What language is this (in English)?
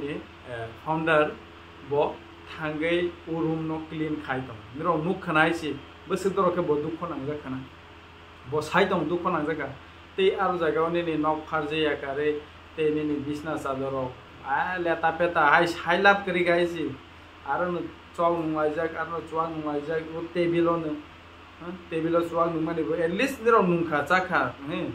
Kok Borok